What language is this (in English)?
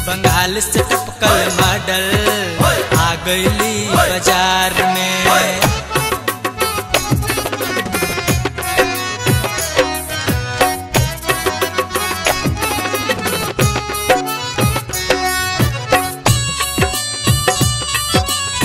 Bhojpuri